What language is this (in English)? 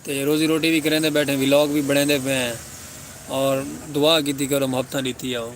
Saraiki